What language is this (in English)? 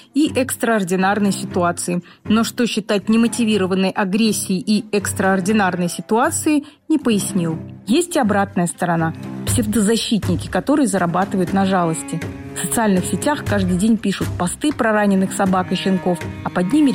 Russian